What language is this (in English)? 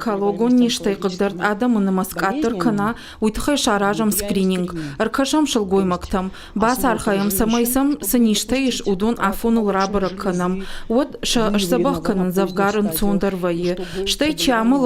Ossetic